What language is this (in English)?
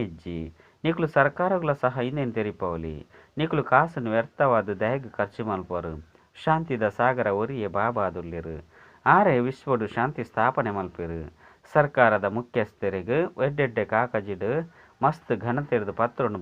Tulu